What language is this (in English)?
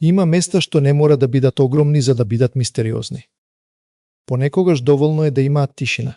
Macedonian